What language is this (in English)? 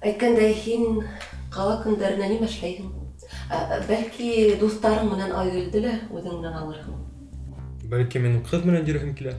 Bashkir